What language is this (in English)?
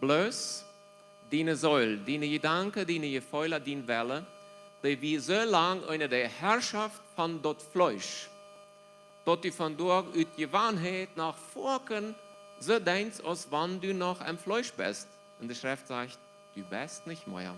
Plautdietsch